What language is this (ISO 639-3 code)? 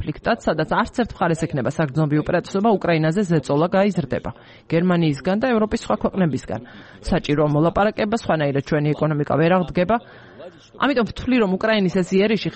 kat